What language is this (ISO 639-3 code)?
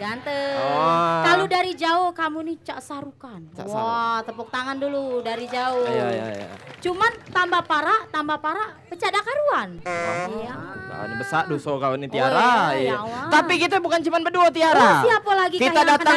mui